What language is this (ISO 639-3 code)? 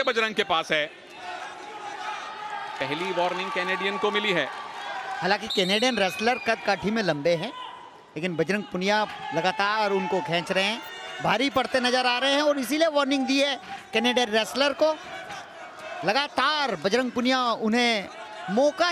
hin